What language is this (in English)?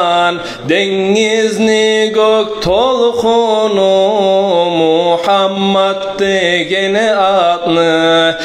Kumyk